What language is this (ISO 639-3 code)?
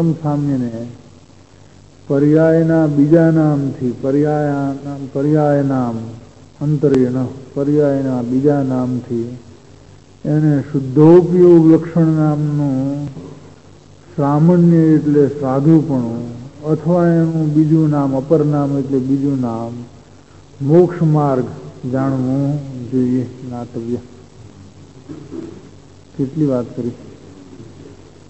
guj